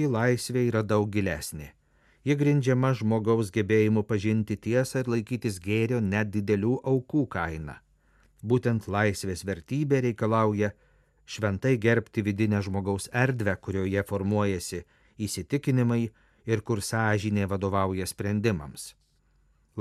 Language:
Lithuanian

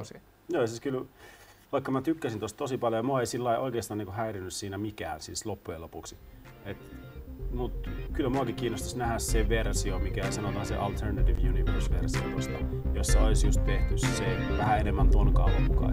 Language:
Finnish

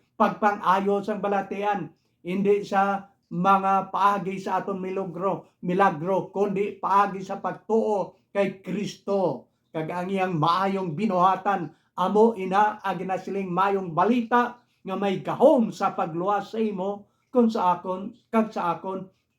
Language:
Hiligaynon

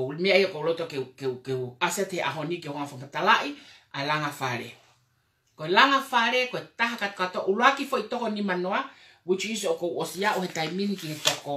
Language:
Tongan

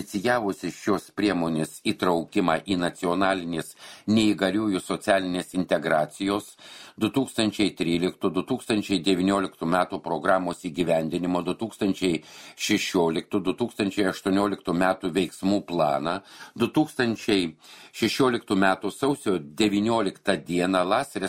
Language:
Lithuanian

